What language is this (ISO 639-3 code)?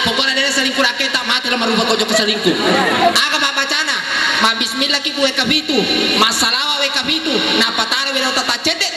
bug